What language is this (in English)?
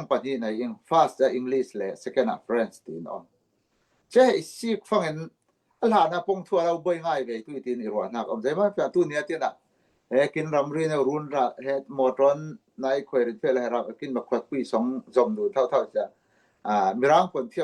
Falam Chin